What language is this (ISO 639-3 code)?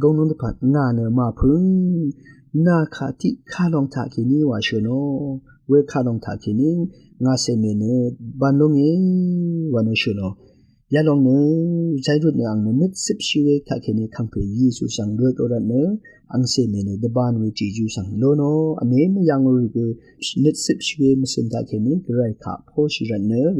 raw